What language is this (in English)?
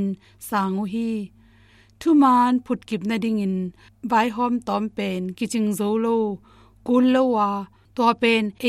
Tedim Chin